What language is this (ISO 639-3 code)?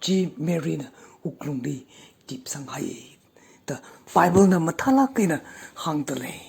nmf